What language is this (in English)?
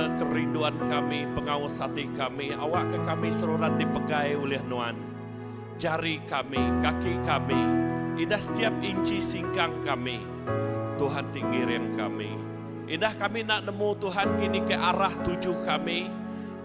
Iban